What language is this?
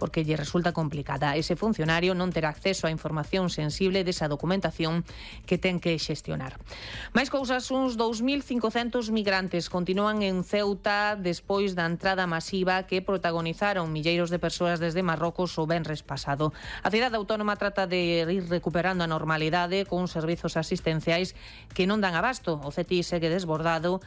Galician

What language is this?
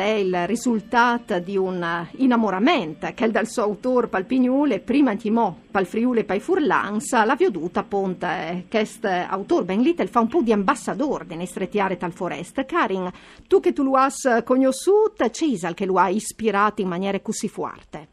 Friulian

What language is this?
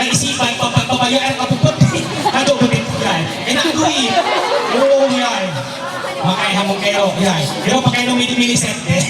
Ma'anyan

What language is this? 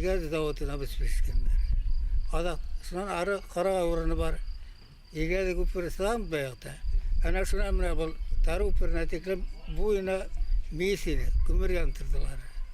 Bashkir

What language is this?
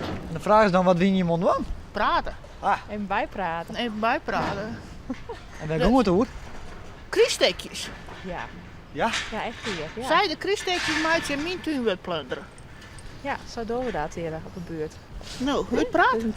Western Frisian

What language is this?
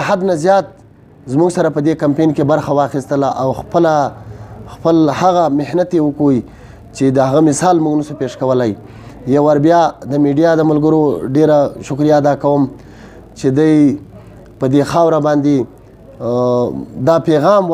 Pashto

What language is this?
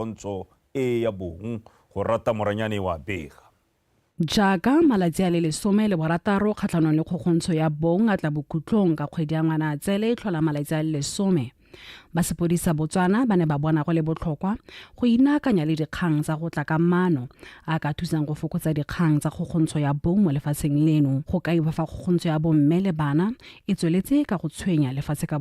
Tswana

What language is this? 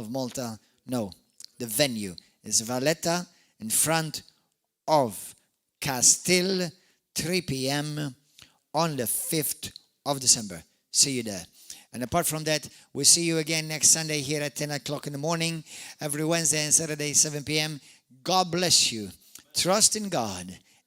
English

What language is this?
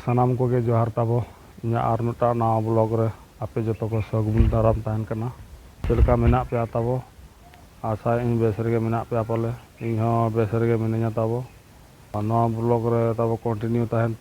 Santali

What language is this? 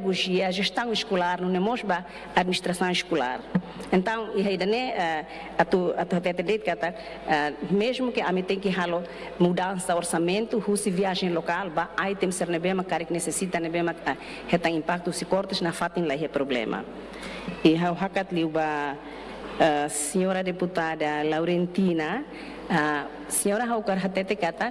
Tetum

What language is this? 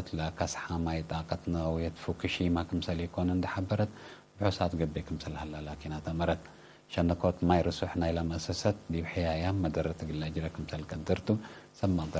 Tigre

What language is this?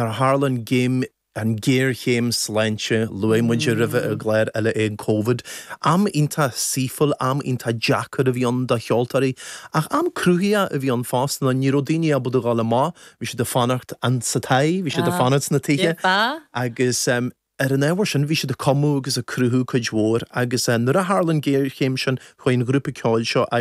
Irish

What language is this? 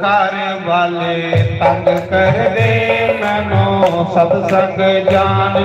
Dogri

